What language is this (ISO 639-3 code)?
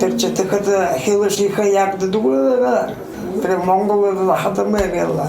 bua